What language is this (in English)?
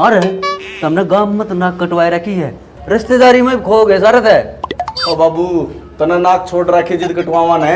Haryanvi